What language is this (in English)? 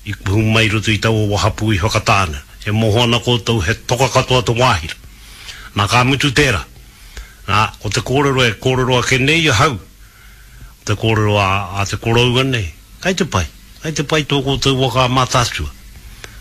Māori